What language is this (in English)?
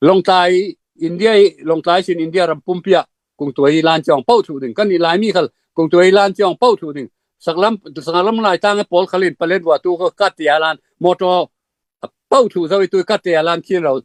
Falam Chin